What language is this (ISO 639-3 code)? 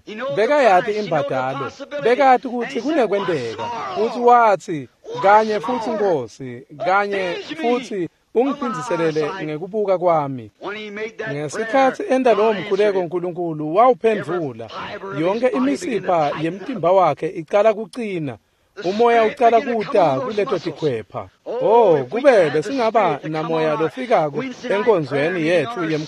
ssw